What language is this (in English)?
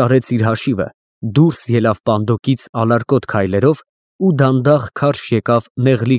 Armenian